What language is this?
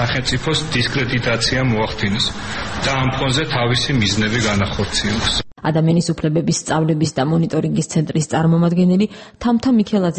Georgian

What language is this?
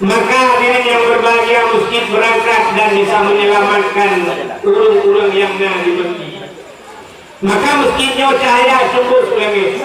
Achinese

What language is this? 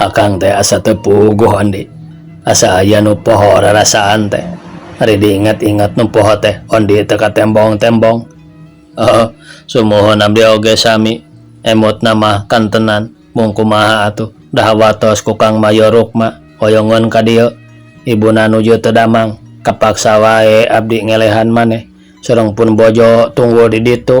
Sundanese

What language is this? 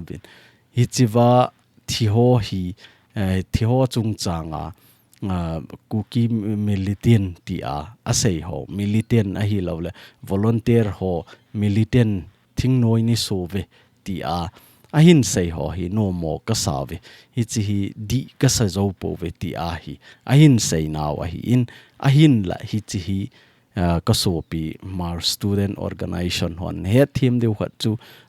Thado Chin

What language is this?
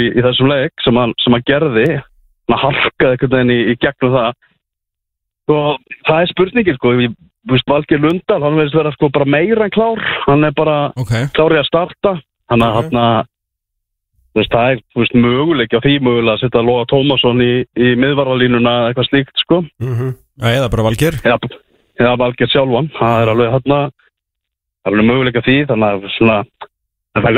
Icelandic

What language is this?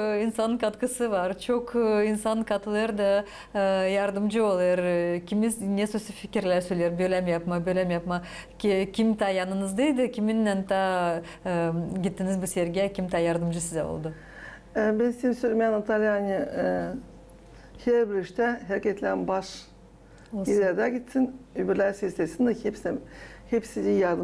Gagauz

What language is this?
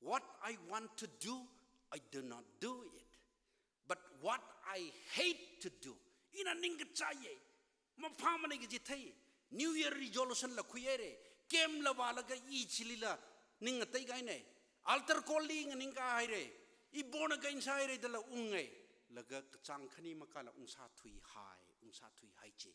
Tangkhul Naga (India)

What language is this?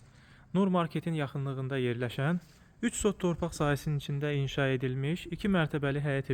Azerbaijani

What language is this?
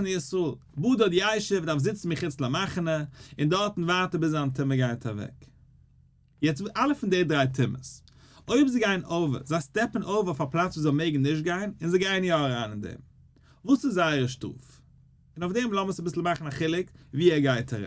Yiddish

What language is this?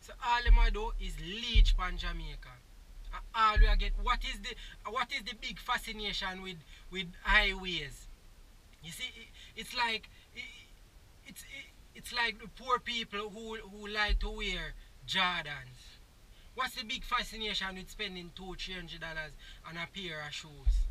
Jamaican Creole English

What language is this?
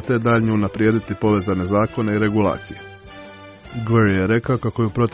Croatian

